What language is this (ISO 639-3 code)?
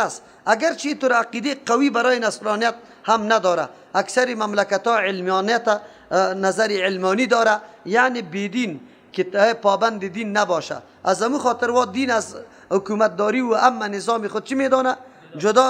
fas